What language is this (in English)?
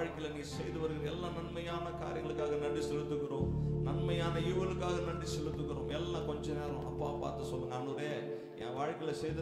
Tamil